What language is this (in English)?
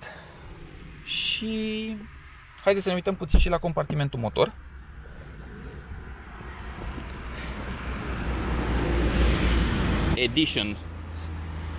Romanian